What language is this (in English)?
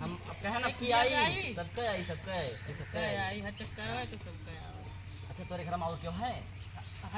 Awadhi